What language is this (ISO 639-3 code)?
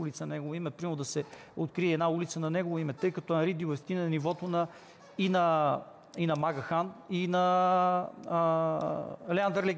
bul